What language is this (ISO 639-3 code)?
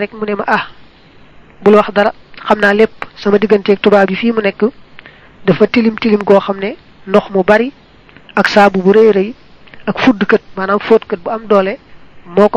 wol